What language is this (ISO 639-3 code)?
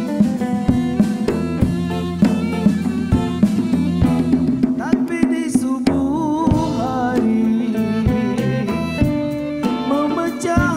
msa